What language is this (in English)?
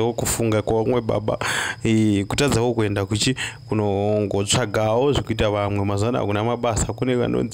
Shona